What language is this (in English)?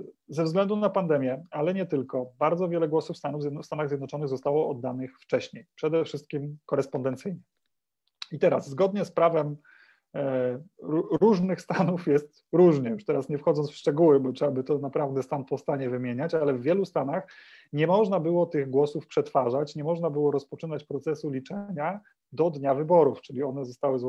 Polish